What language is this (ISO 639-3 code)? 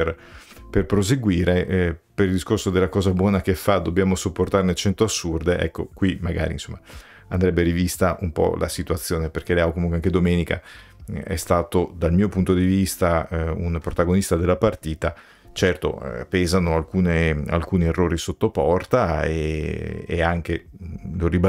ita